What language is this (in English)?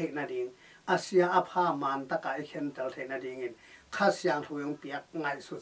Tedim Chin